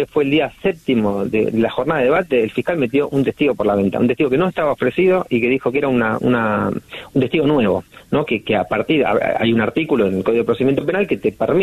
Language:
Spanish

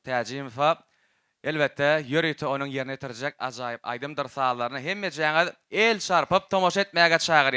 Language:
Turkmen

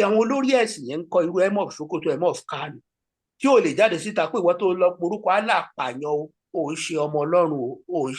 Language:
Yoruba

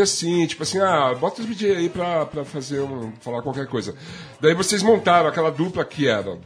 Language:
Portuguese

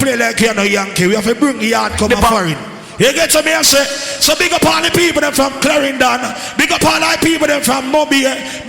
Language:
Jamaican Creole English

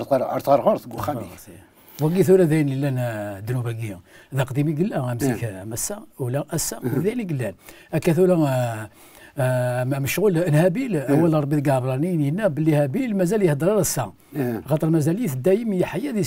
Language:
Kabyle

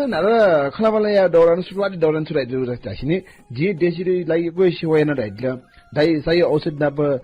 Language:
Newari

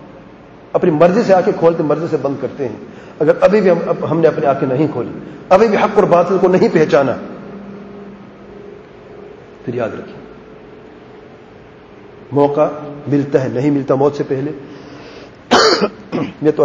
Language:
Urdu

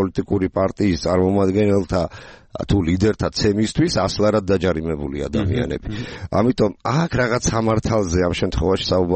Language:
Georgian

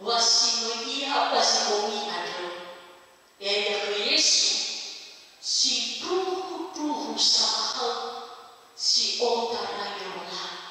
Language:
Nias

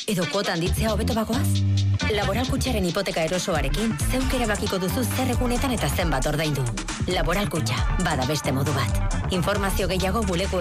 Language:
Basque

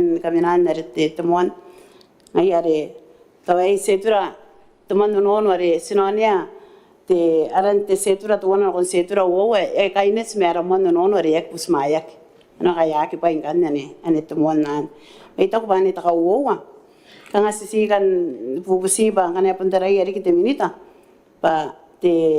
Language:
Gilbertese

